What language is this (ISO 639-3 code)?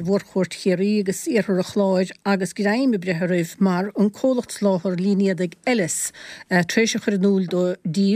gle